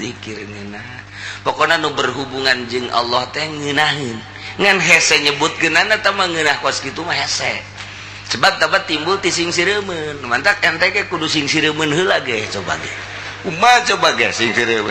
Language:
Sundanese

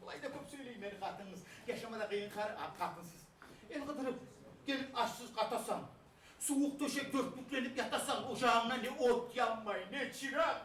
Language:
Kumyk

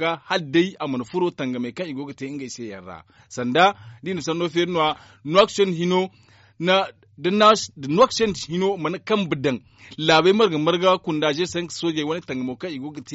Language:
Zarma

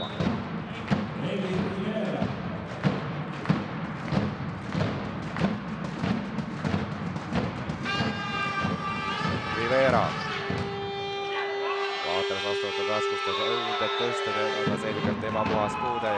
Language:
Estonian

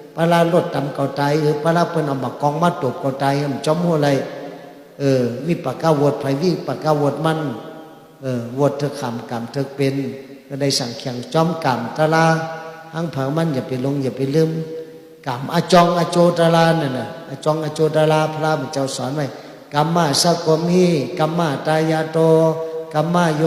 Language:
Shan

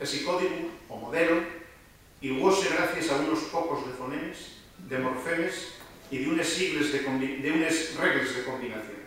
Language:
Asturian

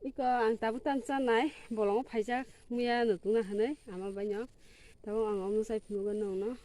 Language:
Kok Borok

